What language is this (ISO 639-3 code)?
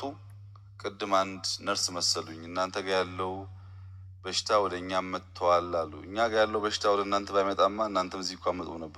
amh